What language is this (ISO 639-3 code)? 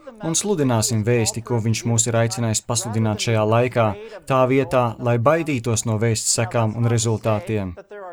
lav